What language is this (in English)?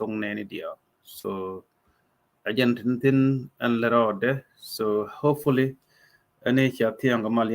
Nuer